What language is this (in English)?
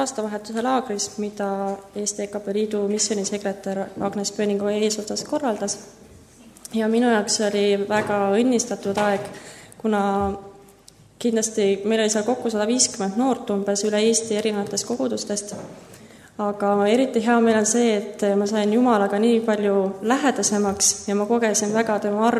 Estonian